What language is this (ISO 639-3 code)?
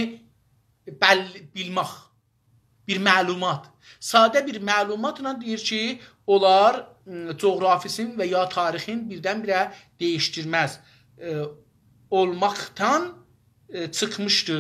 azb